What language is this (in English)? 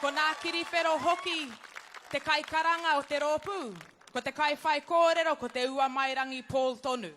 Māori